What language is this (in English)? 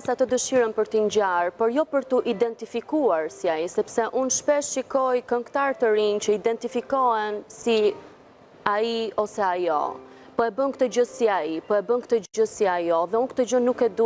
Albanian